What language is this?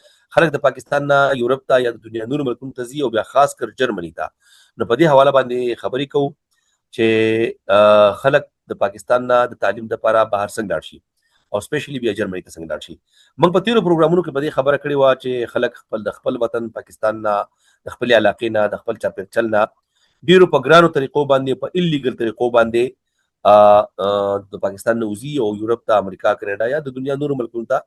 Pashto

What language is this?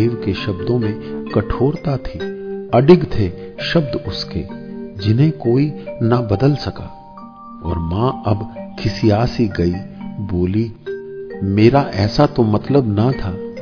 Hindi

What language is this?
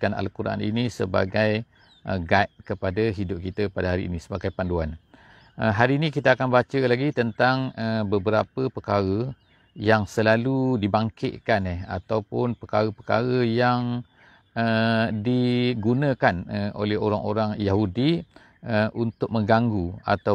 Malay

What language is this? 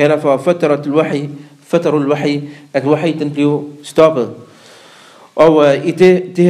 Danish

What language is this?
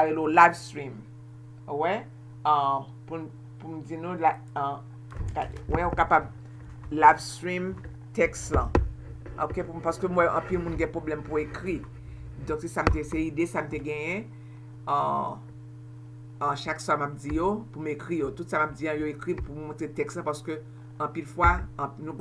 Haitian Creole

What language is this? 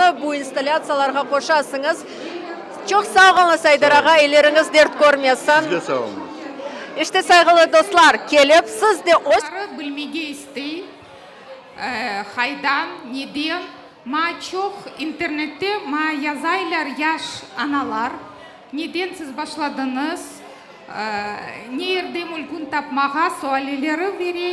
Crimean Tatar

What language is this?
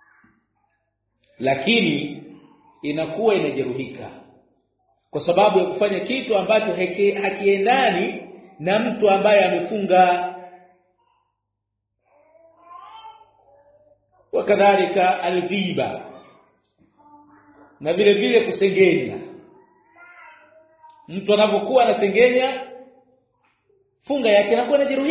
Swahili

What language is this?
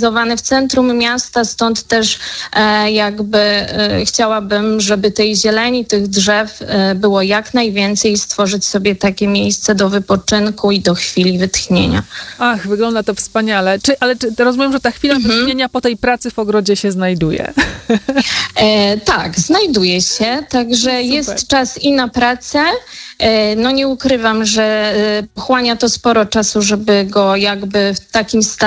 Polish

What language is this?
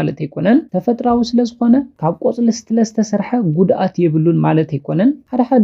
Tigrinya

